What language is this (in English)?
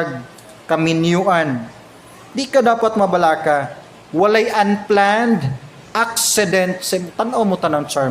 Cebuano